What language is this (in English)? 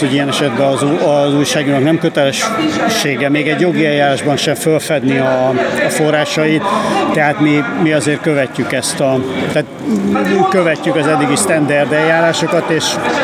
Hungarian